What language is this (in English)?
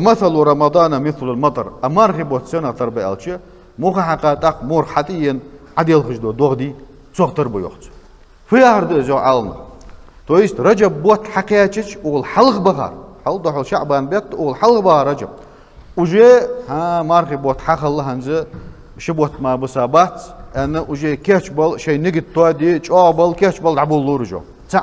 Ingush